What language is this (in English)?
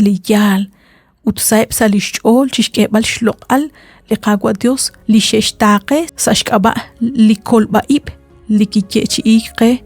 Kekchí